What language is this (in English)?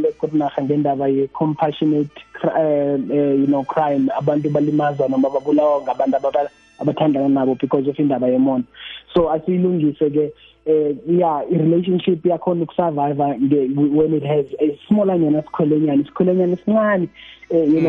South Ndebele